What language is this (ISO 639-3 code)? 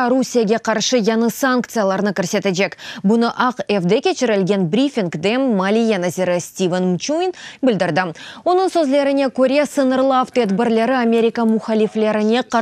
crh